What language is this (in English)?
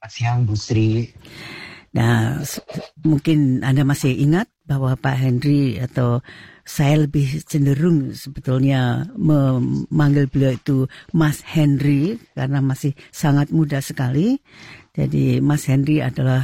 Indonesian